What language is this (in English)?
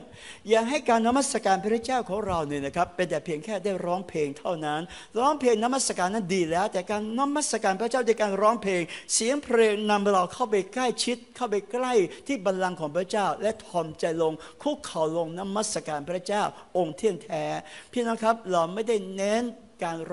Thai